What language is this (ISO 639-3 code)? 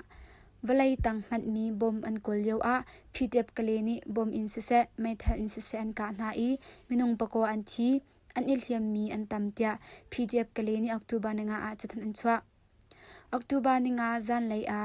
cnh